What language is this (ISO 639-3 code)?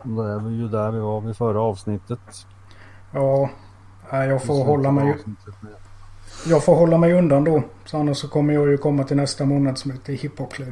swe